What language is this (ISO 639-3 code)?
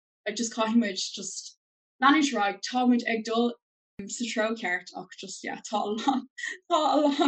gle